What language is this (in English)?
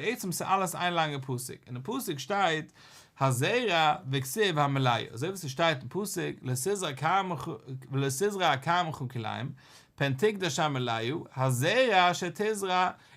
Yiddish